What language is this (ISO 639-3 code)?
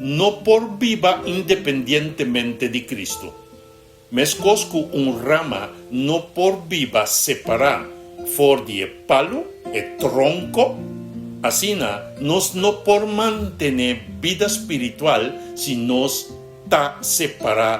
pap